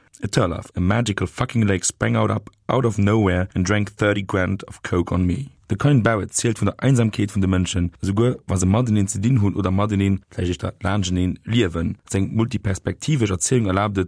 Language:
Luxembourgish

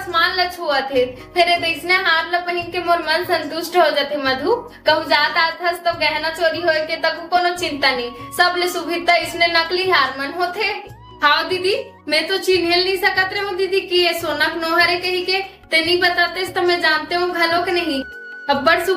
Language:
Chhattisgarhi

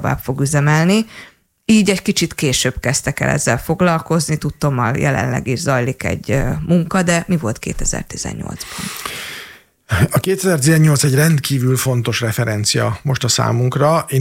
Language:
Hungarian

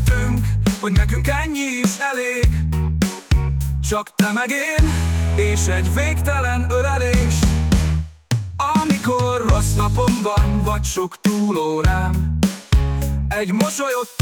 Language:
Hungarian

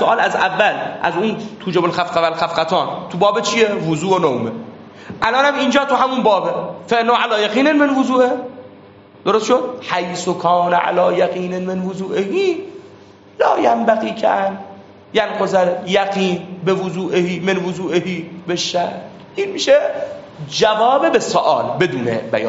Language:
Persian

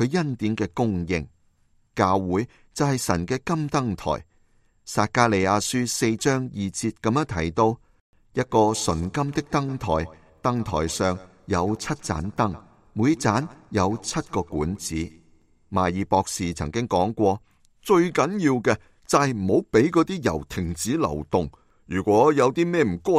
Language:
Cantonese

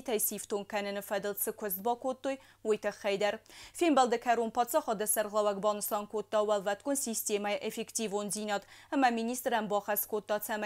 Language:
Ossetic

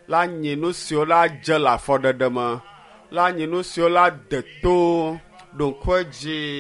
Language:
Ewe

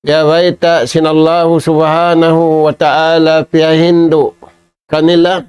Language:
Tausug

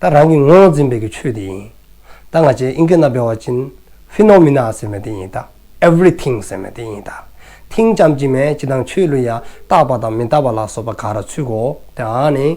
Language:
Dzongkha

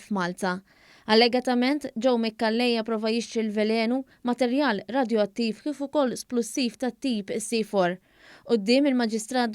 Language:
Maltese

